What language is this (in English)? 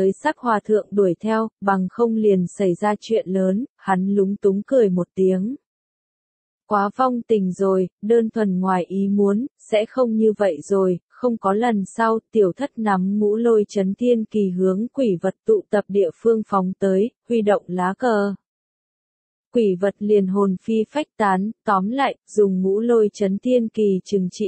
Vietnamese